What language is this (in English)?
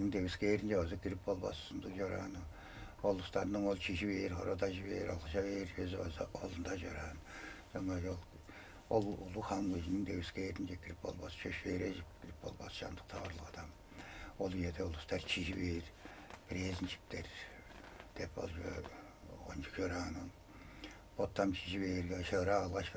Tuvinian